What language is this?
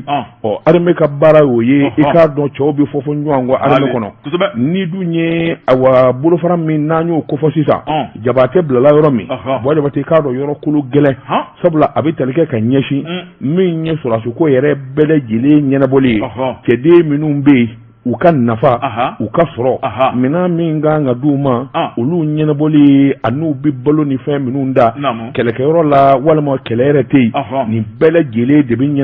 Bambara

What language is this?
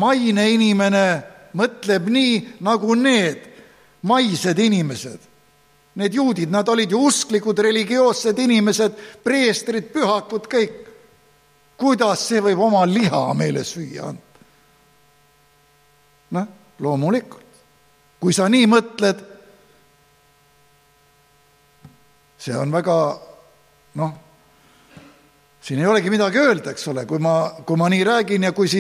Estonian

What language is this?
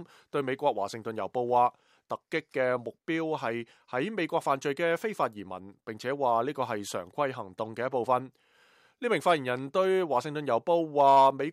Cantonese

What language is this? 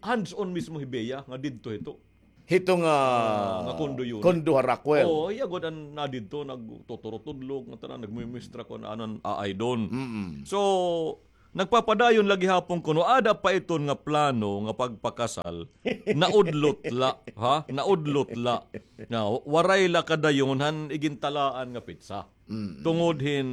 Waray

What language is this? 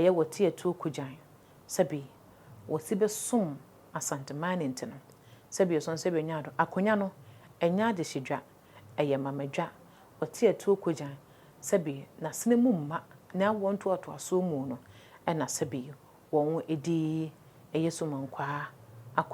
Akan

